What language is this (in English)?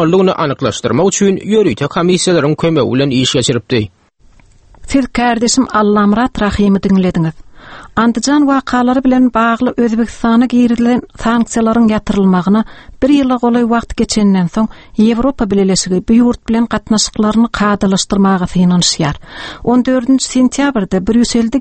Turkmen